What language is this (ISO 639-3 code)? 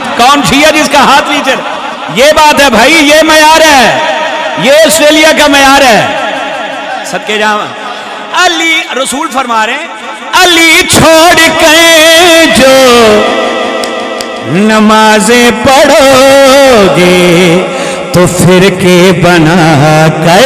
urd